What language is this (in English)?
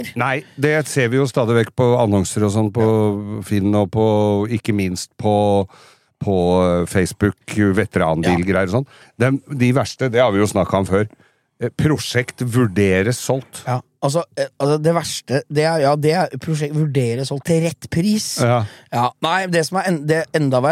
Norwegian